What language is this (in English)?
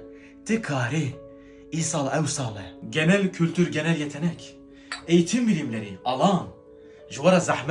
Kurdish